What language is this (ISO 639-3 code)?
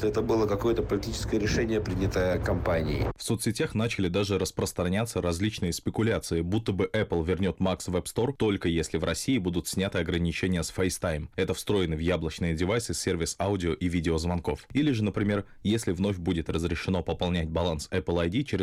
rus